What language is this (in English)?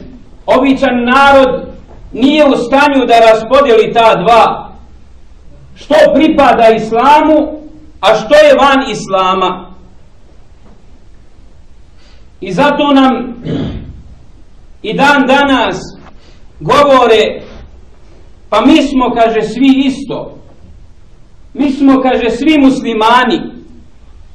Bosnian